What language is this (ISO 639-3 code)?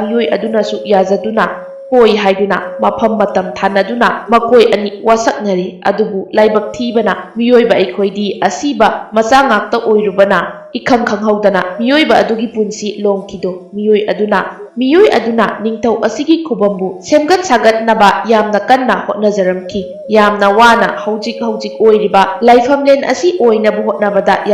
mni